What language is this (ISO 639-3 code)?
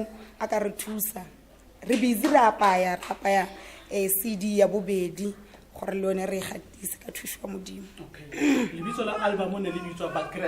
tsn